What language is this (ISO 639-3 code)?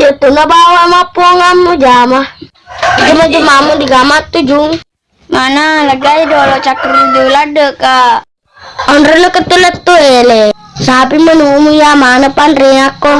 bug